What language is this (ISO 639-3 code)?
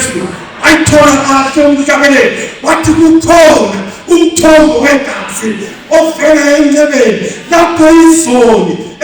zul